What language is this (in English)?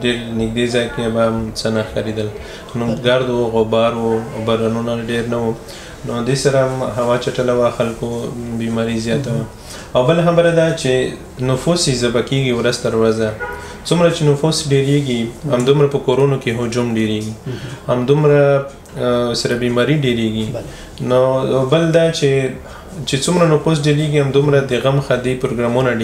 Pashto